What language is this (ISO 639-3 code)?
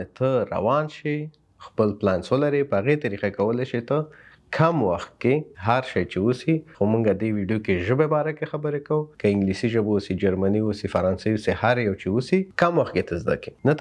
pus